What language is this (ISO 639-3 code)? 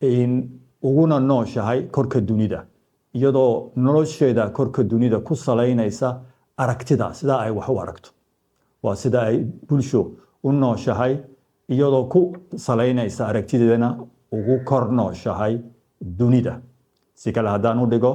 som